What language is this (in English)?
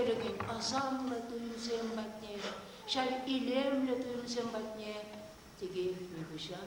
Chuvash